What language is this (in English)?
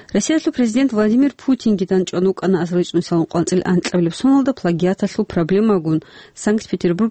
Avaric